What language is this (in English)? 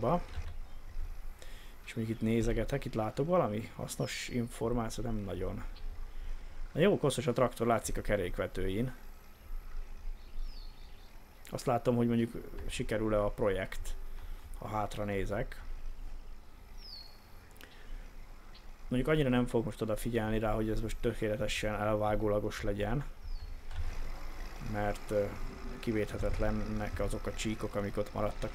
Hungarian